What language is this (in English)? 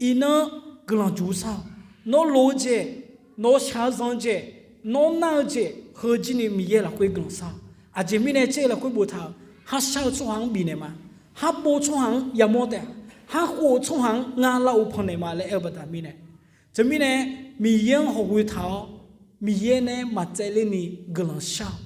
Akha